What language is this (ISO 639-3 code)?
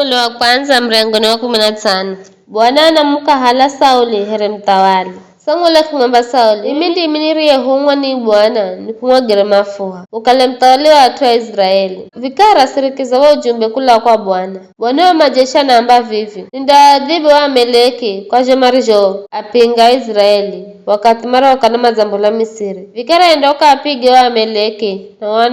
nyf